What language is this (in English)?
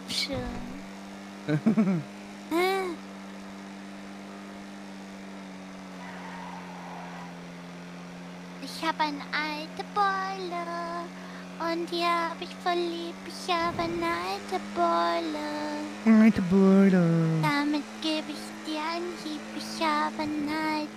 German